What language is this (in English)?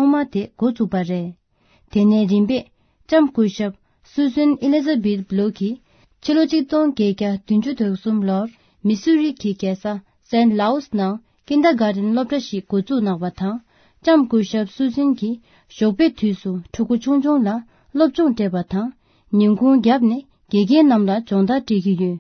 Tibetan